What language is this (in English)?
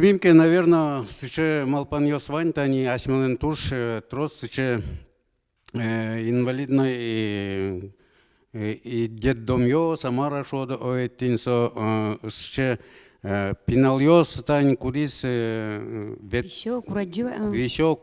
Udmurt